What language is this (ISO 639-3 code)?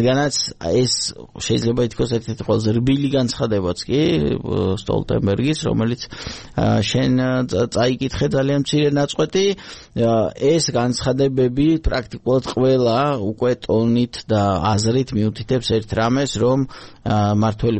kat